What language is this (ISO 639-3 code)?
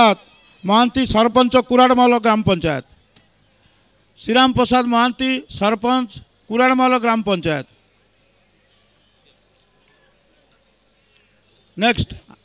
ori